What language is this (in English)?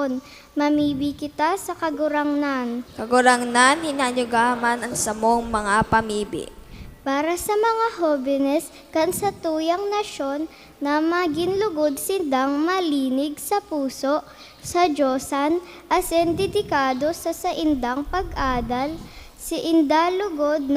Bikol